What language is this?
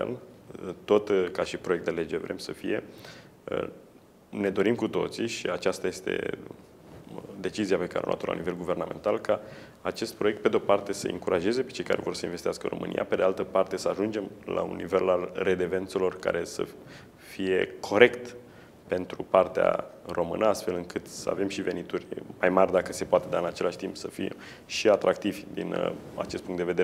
Romanian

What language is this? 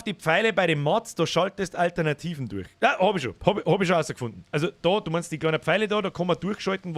Bavarian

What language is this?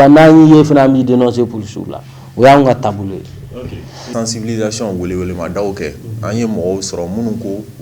Bambara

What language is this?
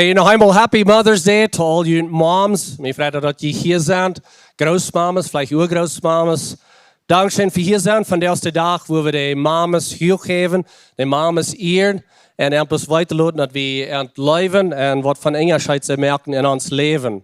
Plautdietsch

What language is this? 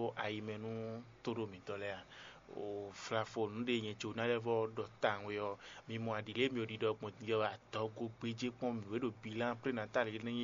Fon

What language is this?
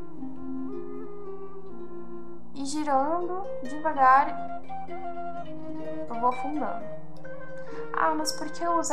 Portuguese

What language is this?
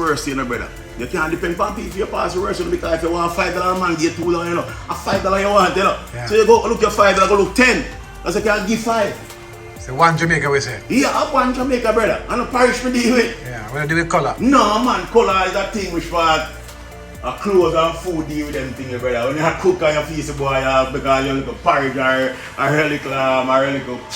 Jamaican Creole English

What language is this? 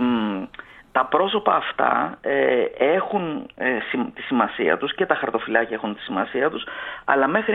Greek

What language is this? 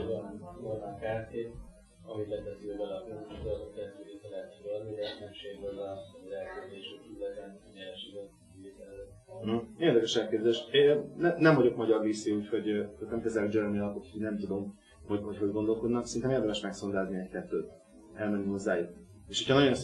Hungarian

